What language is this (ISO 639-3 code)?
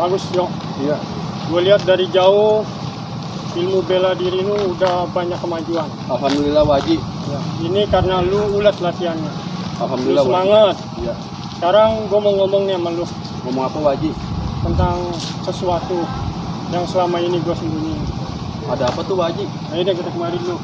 bew